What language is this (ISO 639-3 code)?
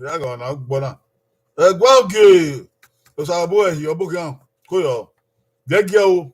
bin